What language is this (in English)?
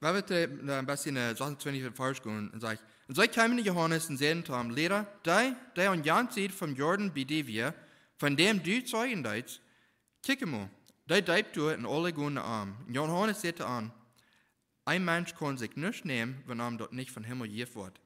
Plautdietsch